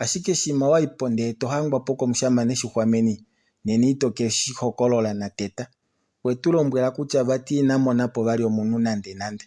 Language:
Kuanyama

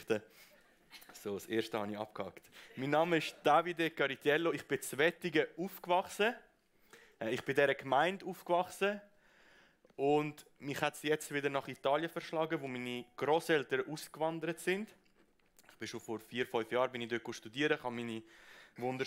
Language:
Swiss German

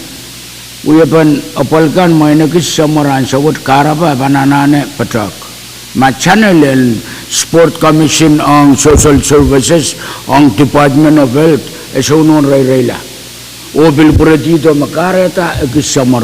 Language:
Pohnpeian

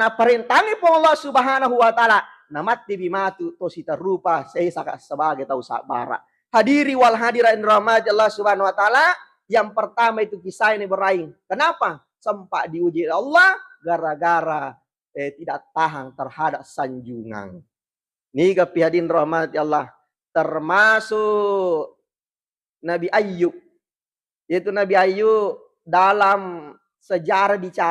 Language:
Buginese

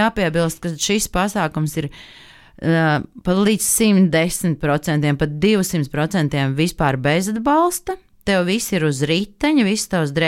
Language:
Latvian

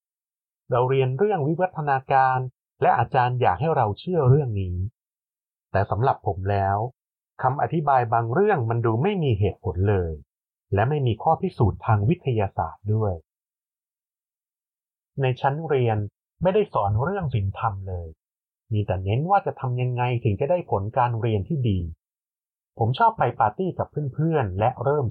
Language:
Thai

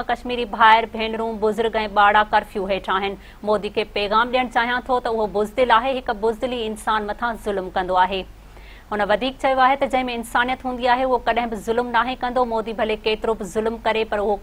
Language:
Sindhi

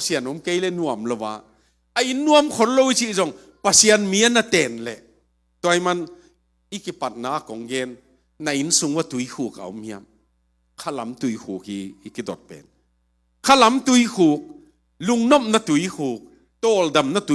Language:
Tedim Chin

